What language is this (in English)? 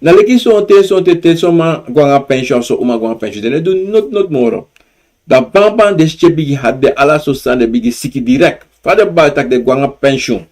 Sranan Tongo